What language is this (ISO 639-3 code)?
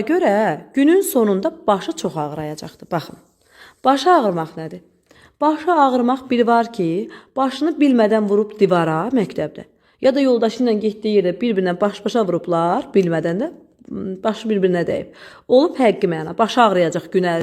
aze